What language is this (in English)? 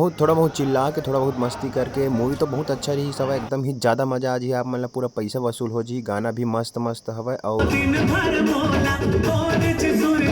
Chhattisgarhi